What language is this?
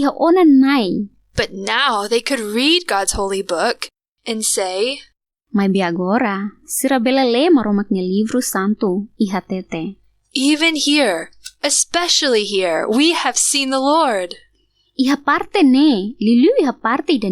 Tetum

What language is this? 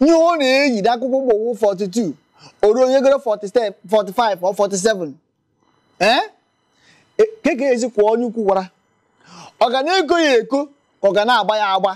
Igbo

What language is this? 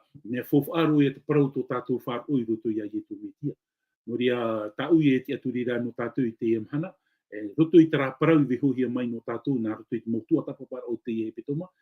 Tahitian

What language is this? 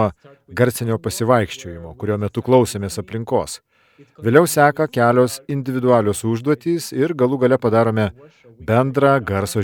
Lithuanian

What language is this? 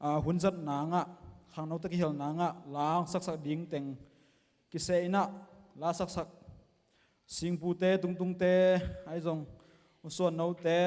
Tedim Chin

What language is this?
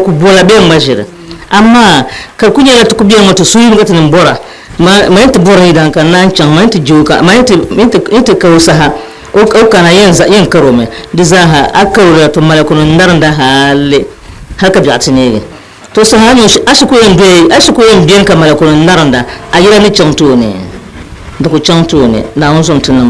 Dagbani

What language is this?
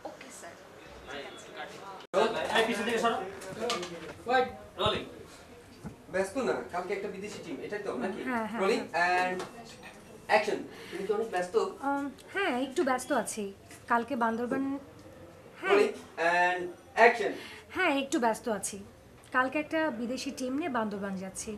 Bangla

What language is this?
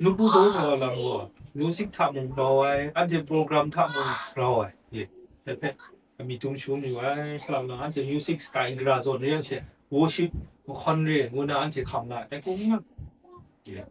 Kachin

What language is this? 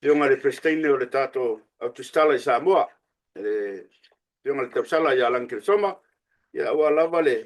Samoan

